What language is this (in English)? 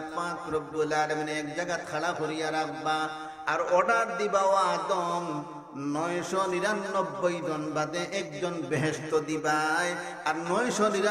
Sylheti